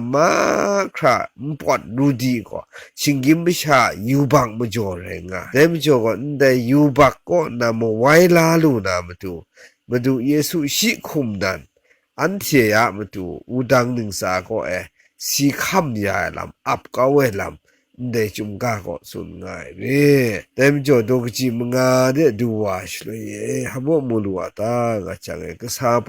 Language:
Kachin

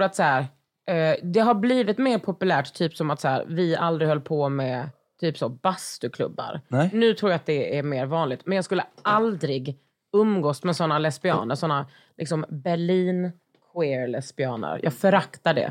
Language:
Swedish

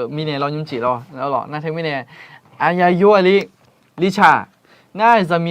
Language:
Akha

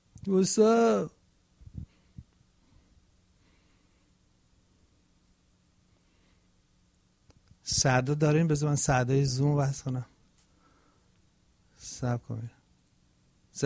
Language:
Persian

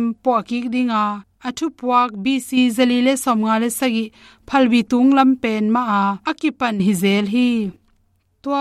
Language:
Tedim Chin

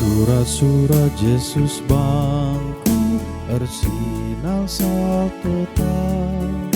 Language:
Batak Karo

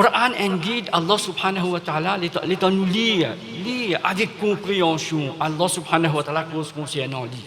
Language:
Morisyen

